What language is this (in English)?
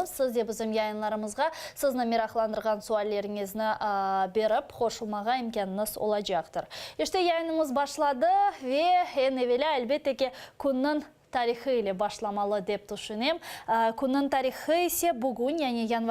Crimean Tatar